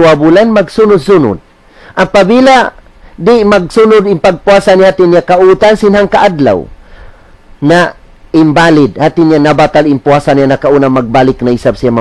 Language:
Tausug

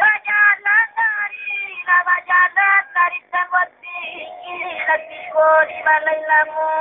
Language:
Minangkabau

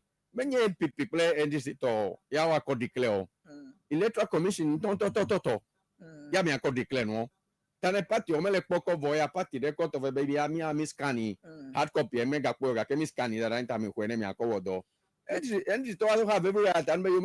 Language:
Ewe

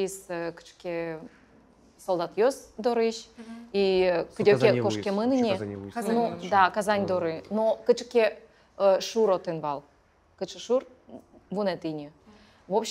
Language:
Udmurt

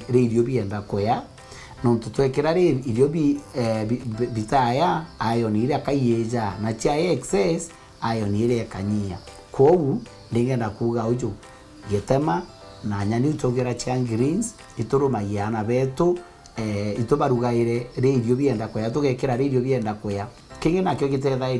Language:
Meru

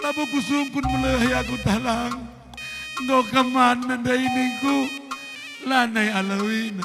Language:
Batak Karo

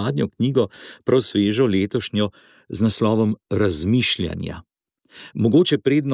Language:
Slovenian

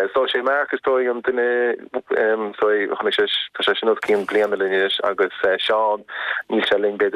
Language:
Irish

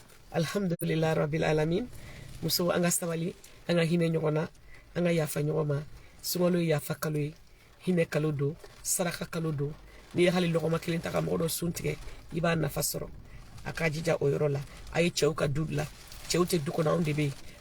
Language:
Bambara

